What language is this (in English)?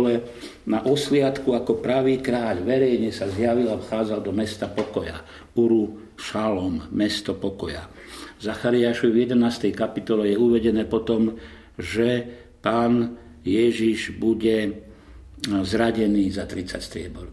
Slovak